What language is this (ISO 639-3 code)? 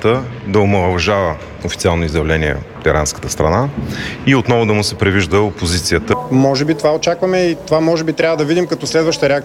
bul